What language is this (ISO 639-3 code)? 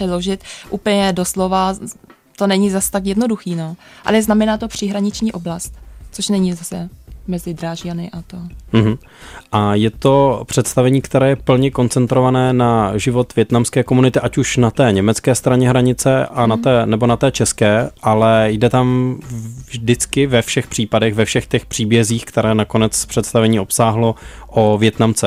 ces